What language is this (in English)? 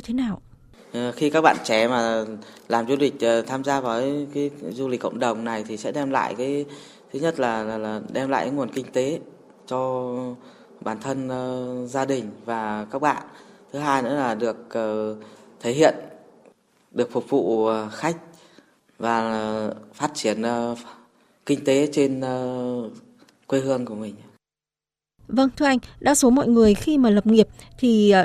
Vietnamese